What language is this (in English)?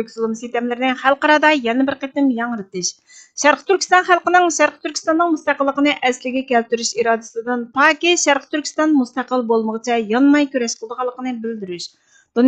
Uyghur